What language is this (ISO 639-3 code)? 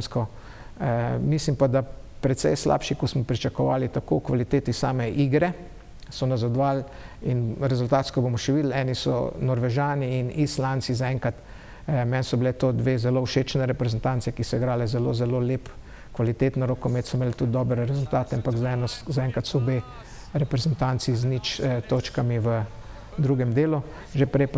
slv